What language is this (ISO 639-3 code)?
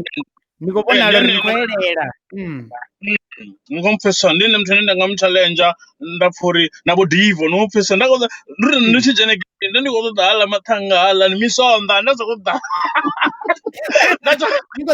ven